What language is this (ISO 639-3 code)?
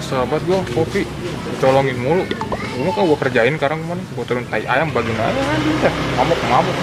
bew